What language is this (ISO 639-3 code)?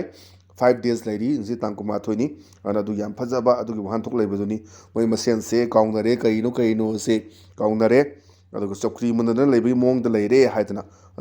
mni